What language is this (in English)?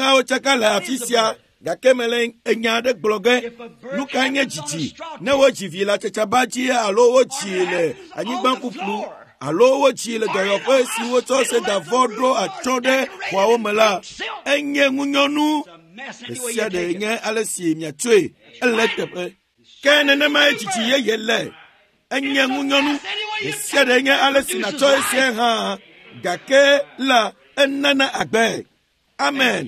Ewe